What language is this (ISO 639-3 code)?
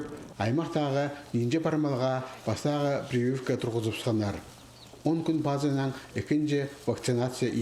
kjh